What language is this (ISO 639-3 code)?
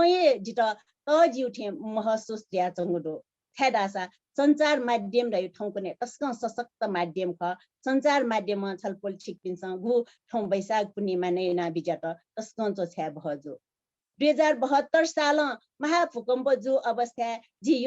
new